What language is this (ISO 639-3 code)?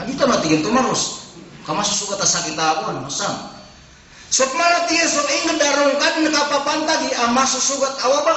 mrw